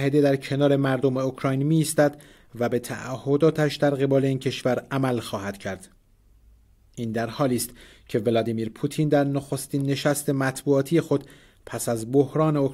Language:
Persian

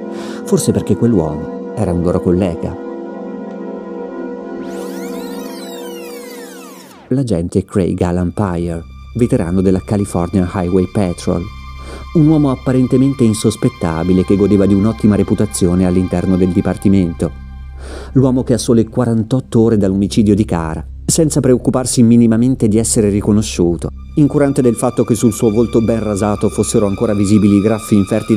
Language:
Italian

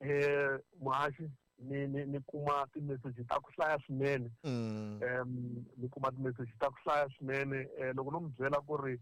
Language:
Tsonga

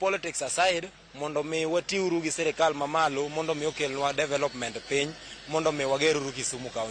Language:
Luo (Kenya and Tanzania)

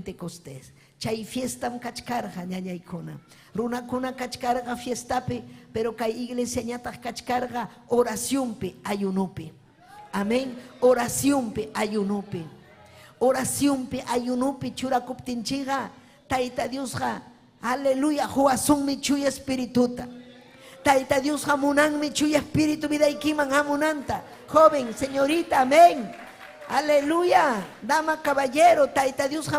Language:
Ayacucho Quechua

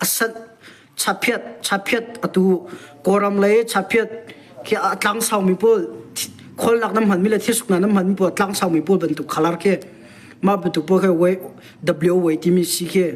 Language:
Hakha Chin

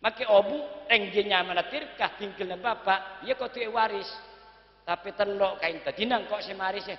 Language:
Madurese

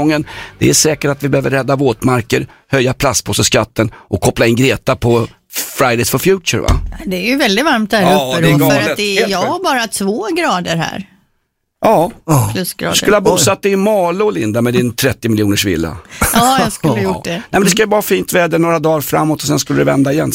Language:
Swedish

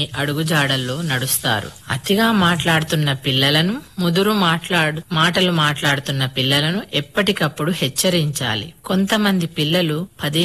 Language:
Telugu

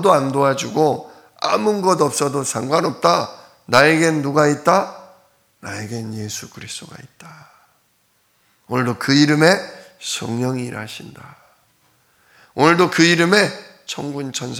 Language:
Korean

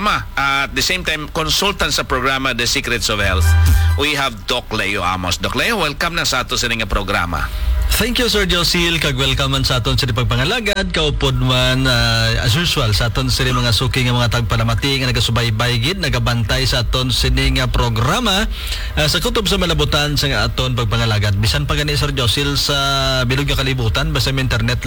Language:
Hiligaynon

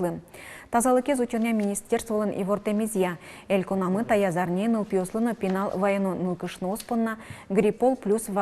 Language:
Udmurt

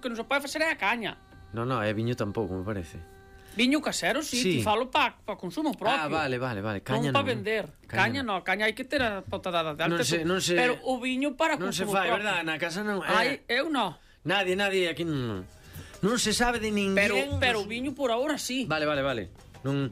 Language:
Galician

